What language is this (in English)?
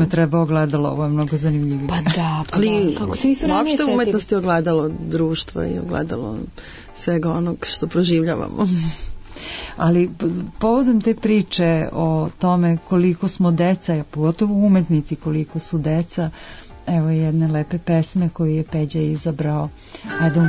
Serbian